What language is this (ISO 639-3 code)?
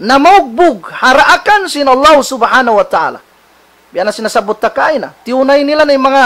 tsg